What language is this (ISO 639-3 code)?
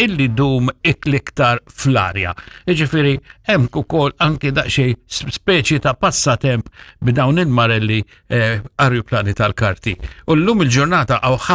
mlt